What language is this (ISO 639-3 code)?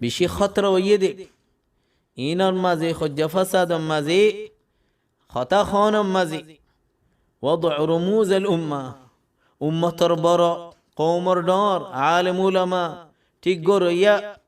rhg